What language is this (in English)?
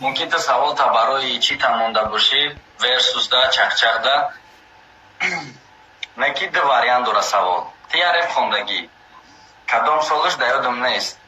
Tajik